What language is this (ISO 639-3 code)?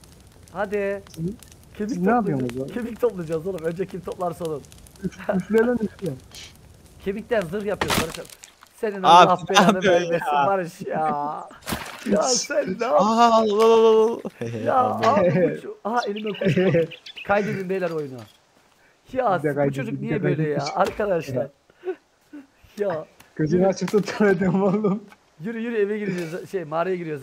tur